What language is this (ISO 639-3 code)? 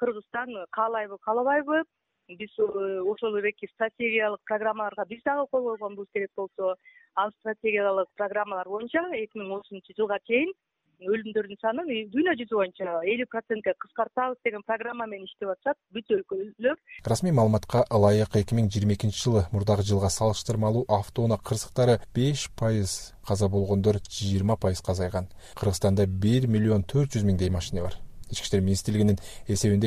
kir